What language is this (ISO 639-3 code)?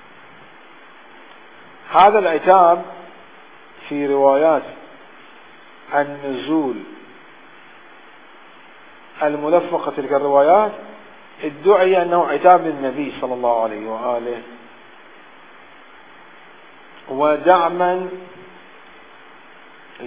ara